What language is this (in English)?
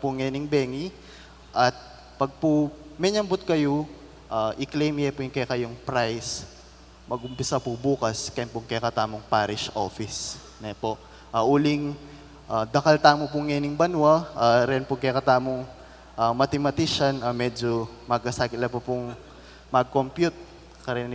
Pampanga